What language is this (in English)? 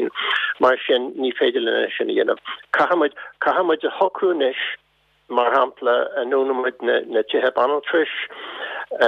Irish